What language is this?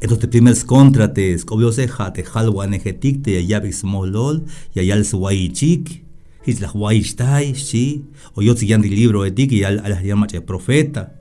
Tzeltal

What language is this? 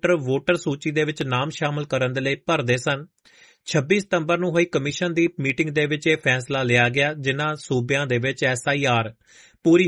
Punjabi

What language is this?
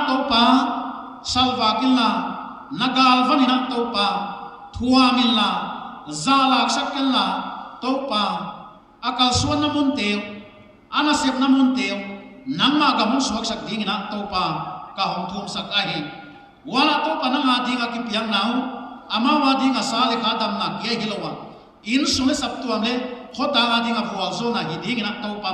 Paite Chin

